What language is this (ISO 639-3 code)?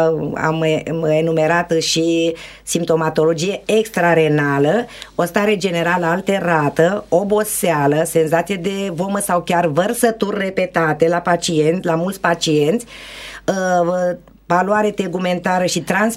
ron